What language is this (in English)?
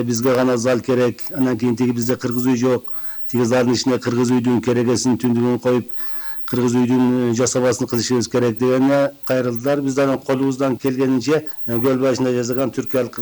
Kyrgyz